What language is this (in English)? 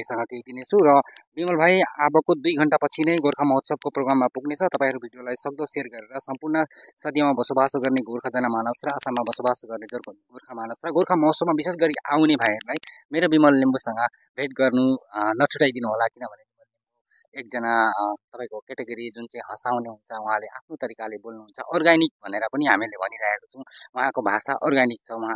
Nepali